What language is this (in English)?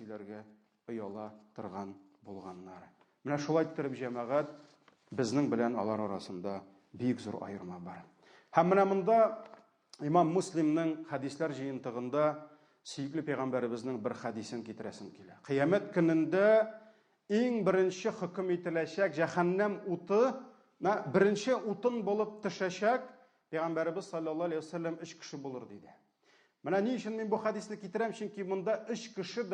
Tatar